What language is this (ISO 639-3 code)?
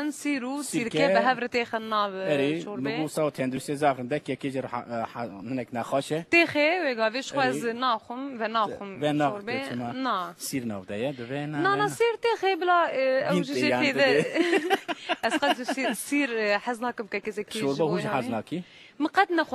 kur